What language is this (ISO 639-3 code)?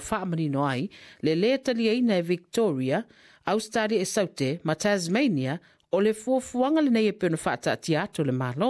smo